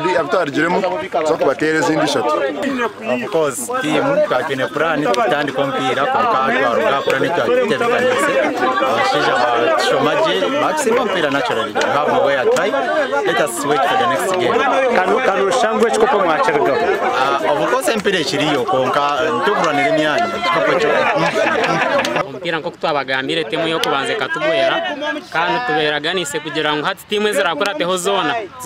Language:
Nyankole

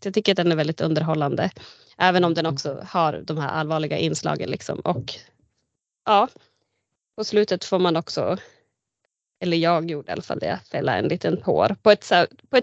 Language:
Swedish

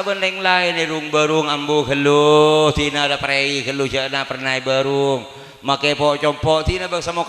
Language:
Madurese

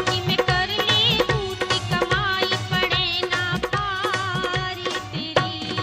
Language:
Haryanvi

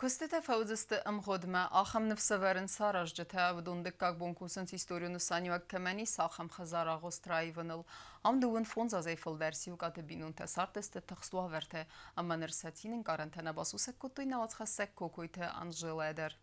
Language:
Ossetic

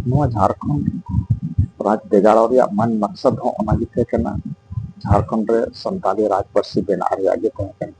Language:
Santali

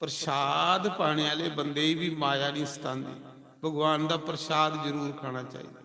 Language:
Dogri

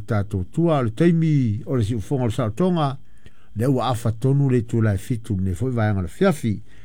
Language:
Samoan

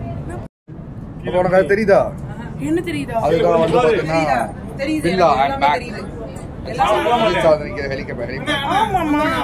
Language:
Tamil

